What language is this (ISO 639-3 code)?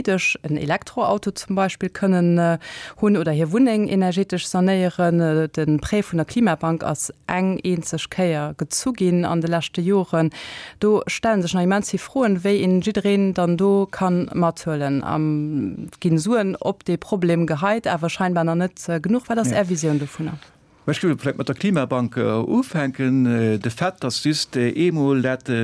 ltz